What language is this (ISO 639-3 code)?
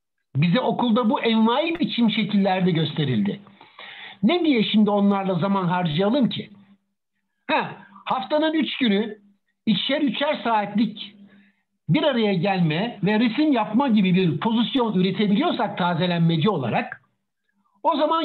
tur